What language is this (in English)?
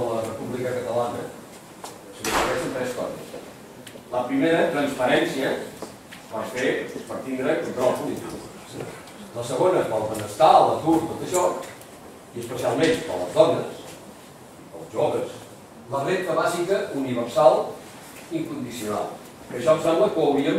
Catalan